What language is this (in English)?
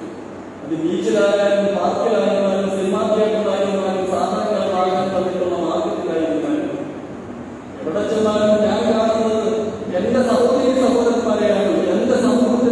Malayalam